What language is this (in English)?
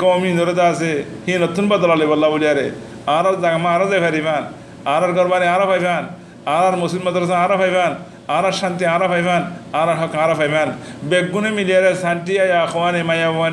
Rohingya